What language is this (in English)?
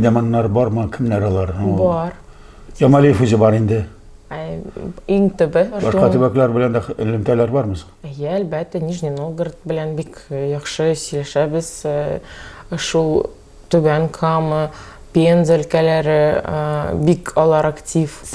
Tatar